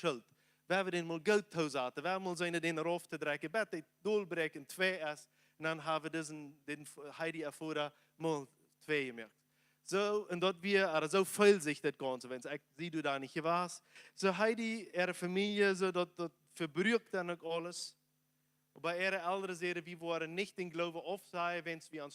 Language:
Plautdietsch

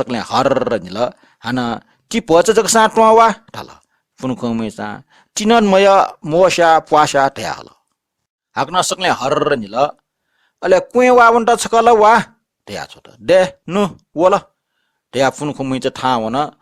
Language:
Newari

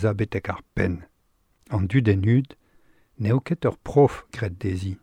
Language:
Breton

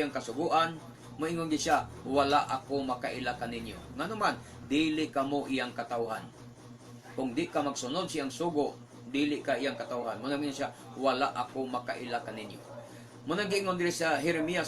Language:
Cebuano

